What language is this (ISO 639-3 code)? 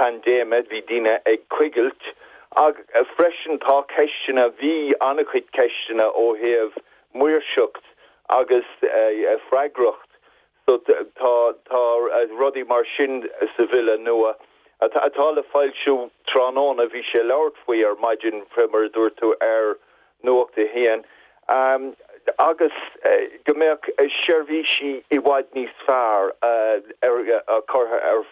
gle